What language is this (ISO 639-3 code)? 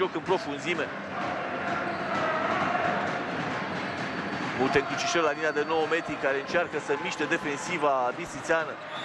ron